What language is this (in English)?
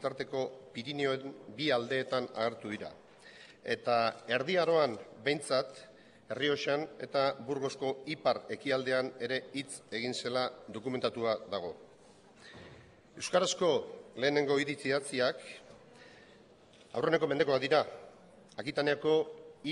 Basque